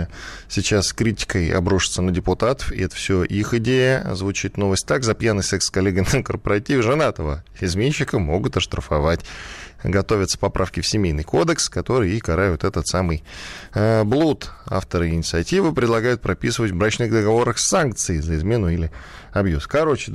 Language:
Russian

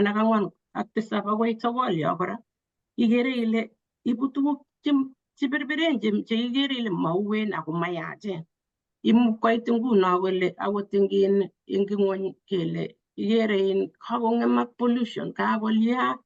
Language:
Kalenjin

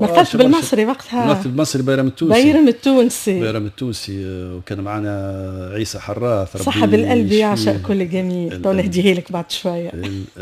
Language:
Tunisian Arabic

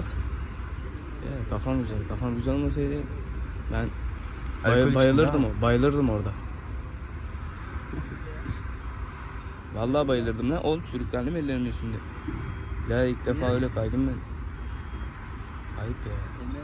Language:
Turkish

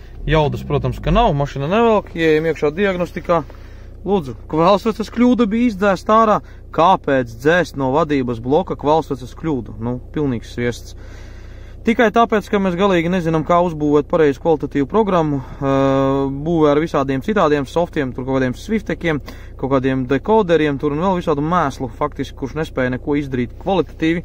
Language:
Latvian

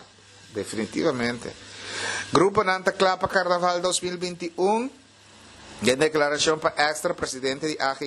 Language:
Papiamento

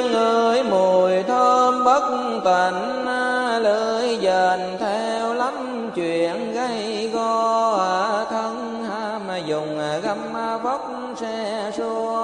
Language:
Vietnamese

